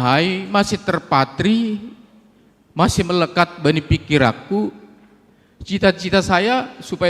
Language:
Batak Simalungun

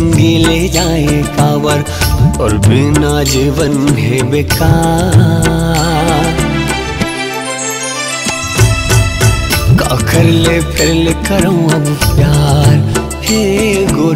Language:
Chhattisgarhi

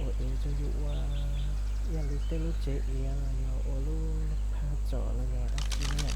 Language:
Hmong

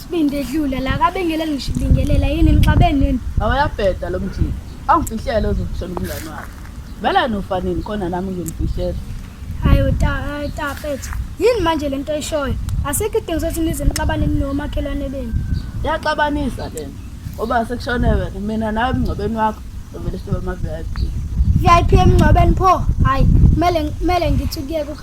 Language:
Zulu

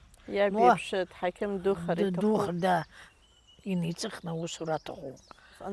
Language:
Abkhazian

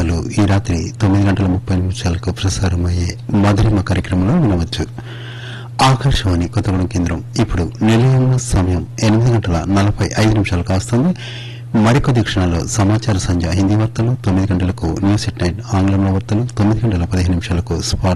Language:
Telugu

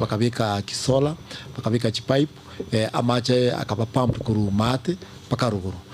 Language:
Gusii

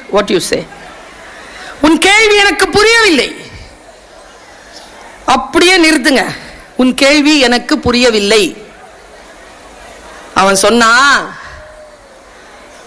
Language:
Tamil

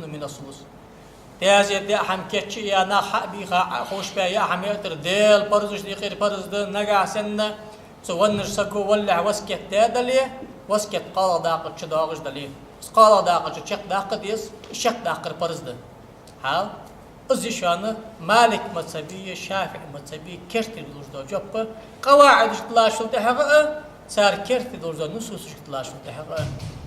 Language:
Ingush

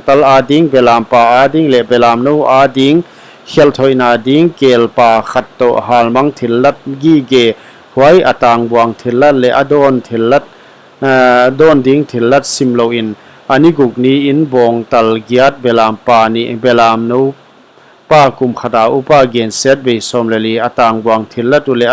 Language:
Paite Chin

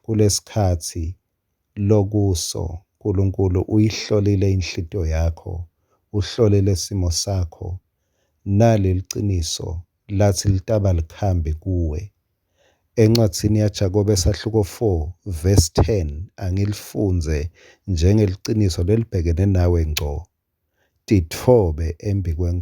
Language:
Swati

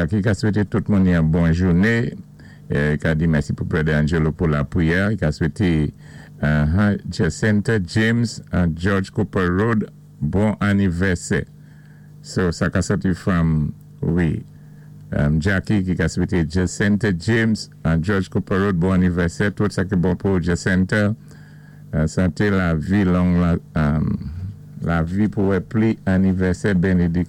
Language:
Saint Lucian Creole French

